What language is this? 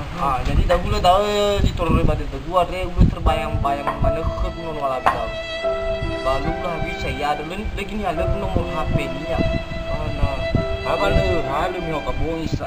Nias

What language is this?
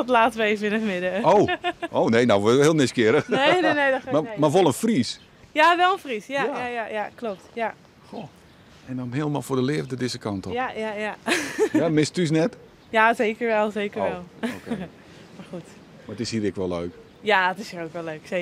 Western Frisian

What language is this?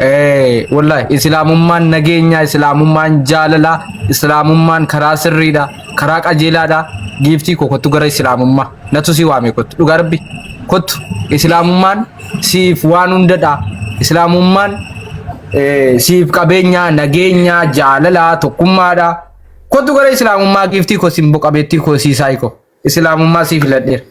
Oromo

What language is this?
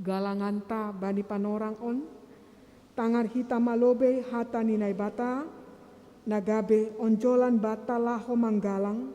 Batak Simalungun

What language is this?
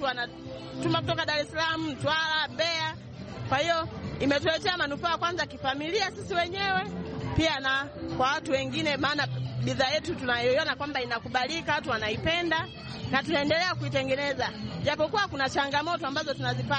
Swahili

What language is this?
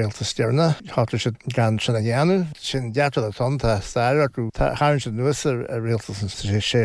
Irish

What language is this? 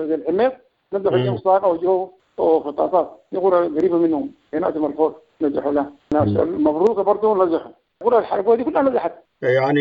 Sudanese Arabic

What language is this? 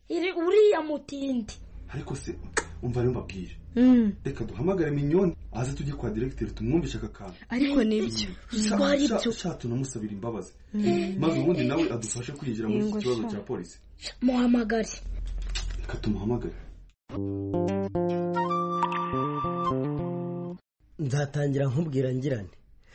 Kinyarwanda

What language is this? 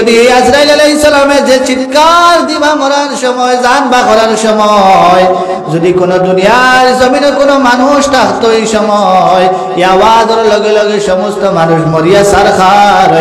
Sylheti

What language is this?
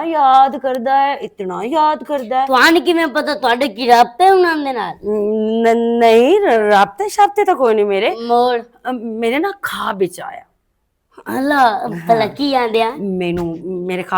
Western Panjabi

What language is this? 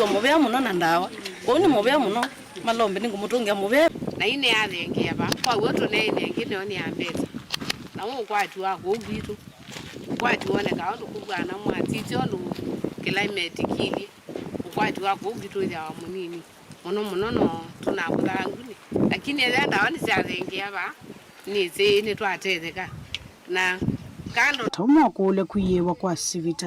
Kamba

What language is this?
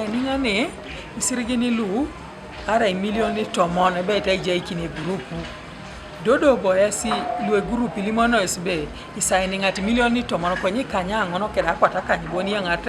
Teso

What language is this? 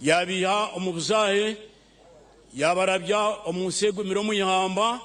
Nyankole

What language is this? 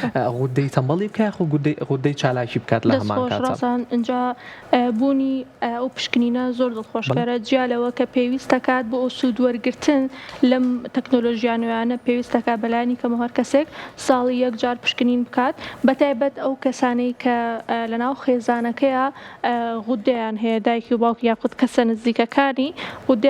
Central Kurdish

